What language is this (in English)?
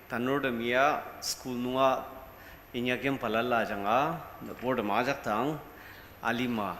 Ao Naga